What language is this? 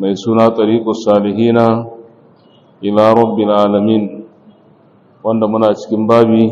Hausa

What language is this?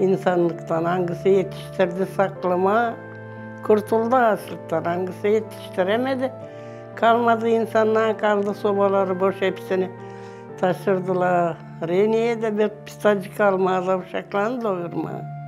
Gagauz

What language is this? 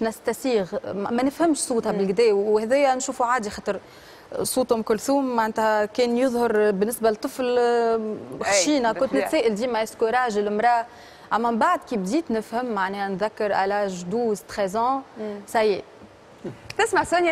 Tunisian Arabic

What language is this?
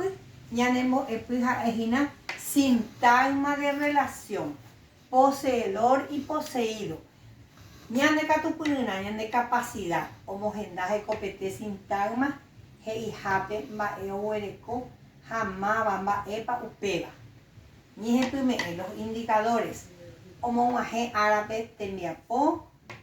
Guarani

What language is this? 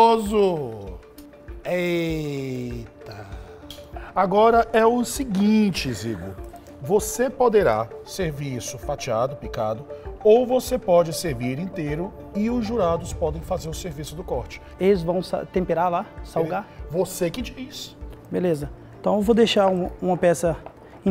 Portuguese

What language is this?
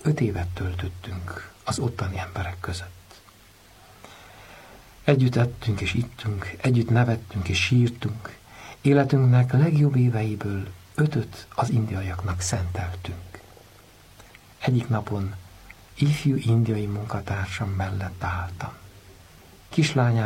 Hungarian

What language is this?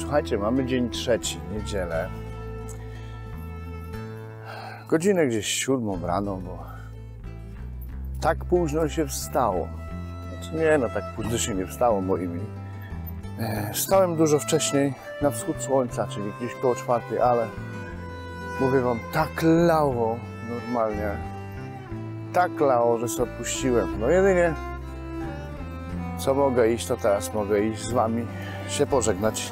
Polish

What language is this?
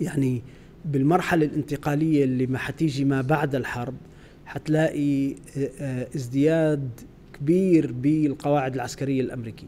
North Levantine Arabic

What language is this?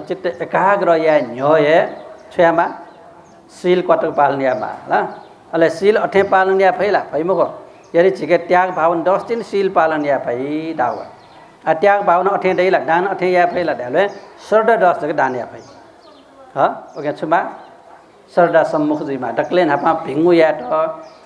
Newari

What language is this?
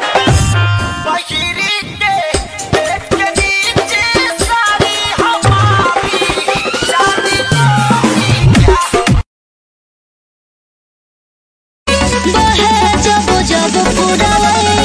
Bhojpuri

